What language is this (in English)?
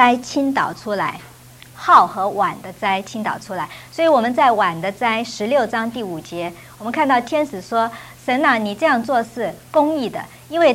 Chinese